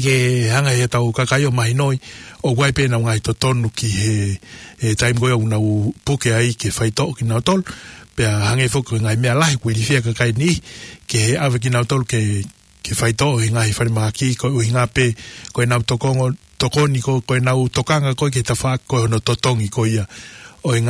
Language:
Tongan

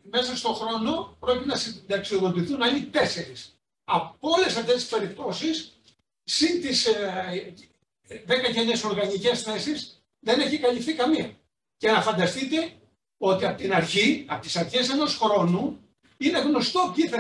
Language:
Greek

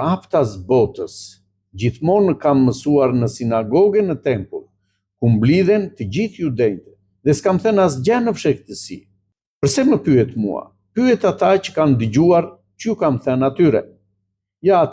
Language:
Albanian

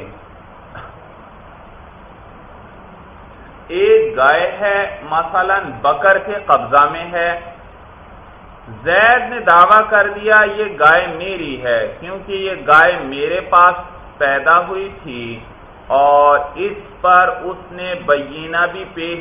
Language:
Urdu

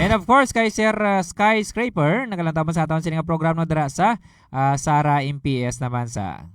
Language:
Hiligaynon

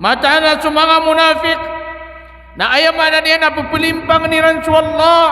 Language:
Maranao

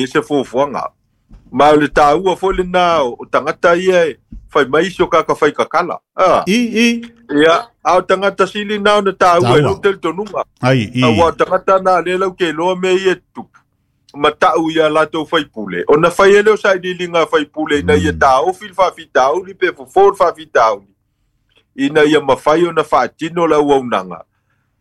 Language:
Samoan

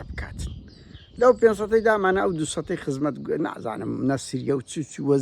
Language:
Central Kurdish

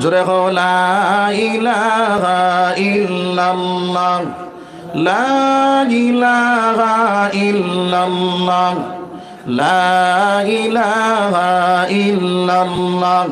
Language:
Sylheti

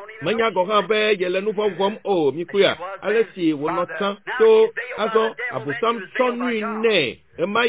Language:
Ewe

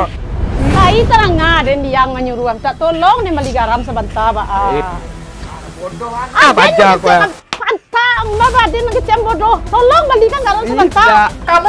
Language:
Minangkabau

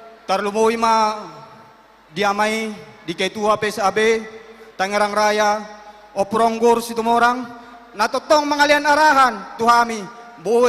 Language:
Batak Toba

